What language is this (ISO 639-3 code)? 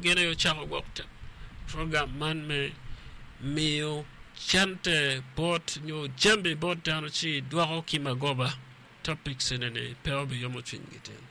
ach